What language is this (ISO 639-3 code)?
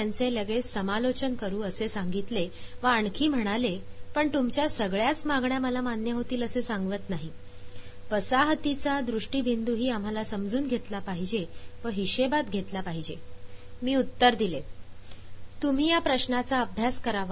mar